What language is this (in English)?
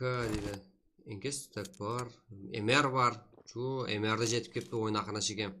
Kara-Kalpak